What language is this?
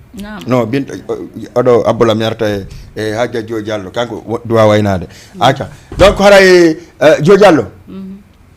Fula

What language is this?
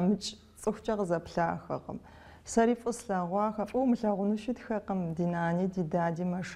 Kabardian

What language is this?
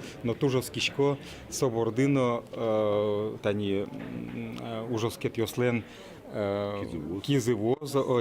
Udmurt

